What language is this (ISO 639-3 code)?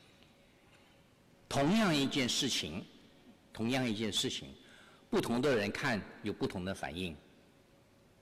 zho